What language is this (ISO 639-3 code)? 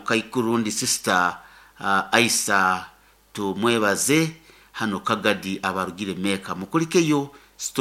nyo